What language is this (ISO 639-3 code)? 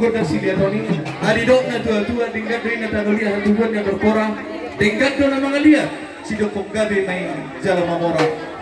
bbc